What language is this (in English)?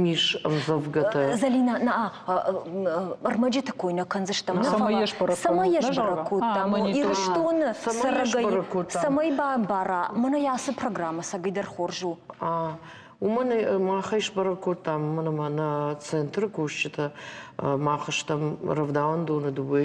Ossetic